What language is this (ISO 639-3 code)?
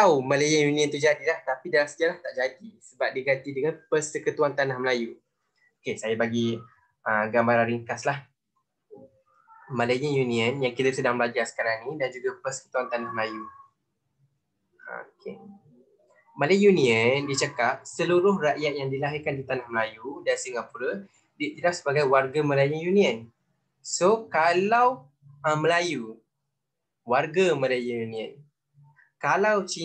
msa